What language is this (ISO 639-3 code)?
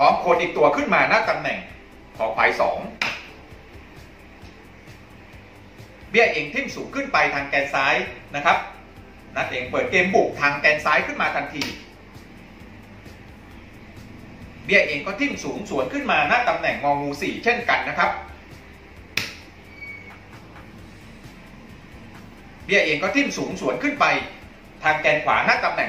tha